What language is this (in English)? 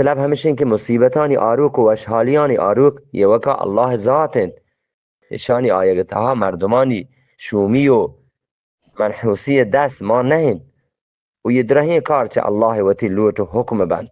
Eastern Balochi